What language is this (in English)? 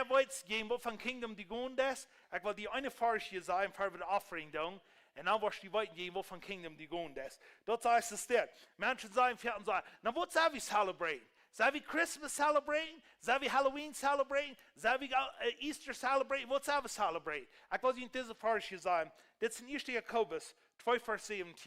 Plautdietsch